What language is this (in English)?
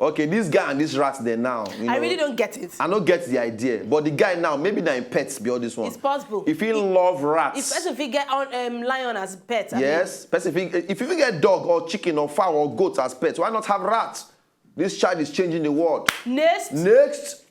Nigerian Pidgin